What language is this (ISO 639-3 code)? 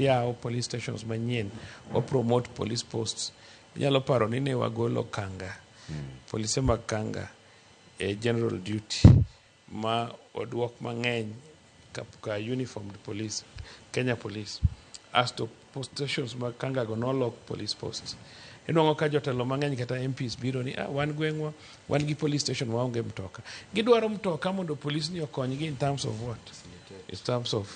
luo